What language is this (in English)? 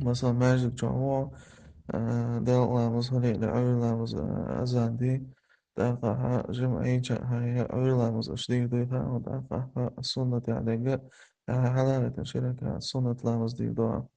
Chechen